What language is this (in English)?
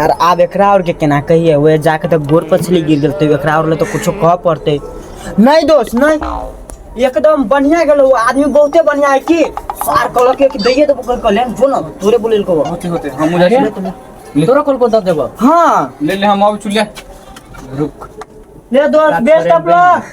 Maithili